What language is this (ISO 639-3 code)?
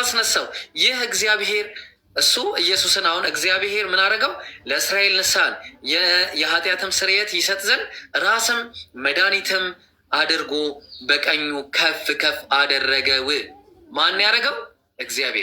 amh